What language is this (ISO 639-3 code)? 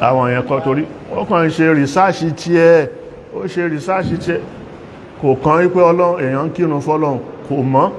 yor